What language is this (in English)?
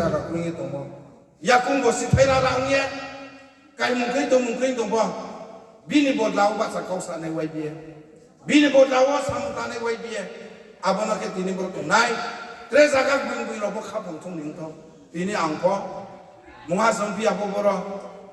Riang (India)